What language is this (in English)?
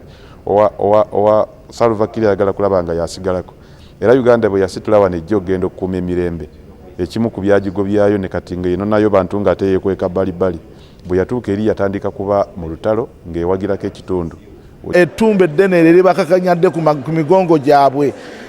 Ganda